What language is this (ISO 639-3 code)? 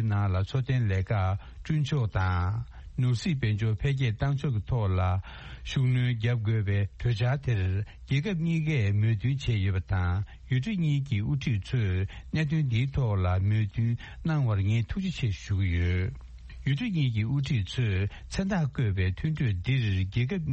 bod